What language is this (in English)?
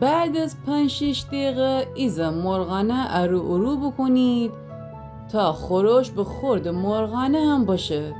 Gilaki